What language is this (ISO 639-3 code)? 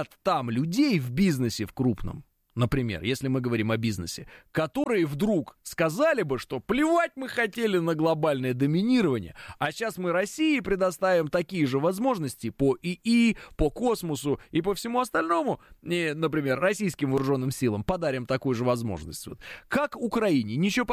rus